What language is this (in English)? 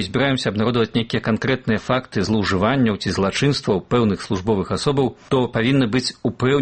Belarusian